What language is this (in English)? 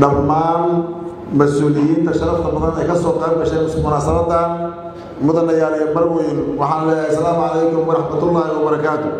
Somali